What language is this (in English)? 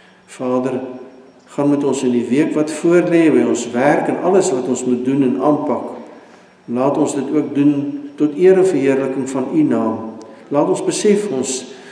Afrikaans